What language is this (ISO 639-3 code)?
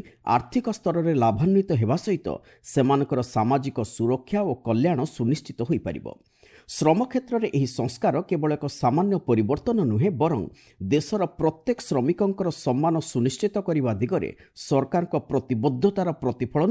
ori